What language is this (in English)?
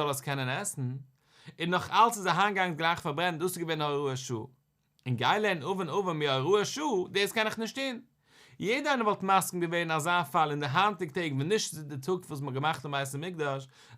Yiddish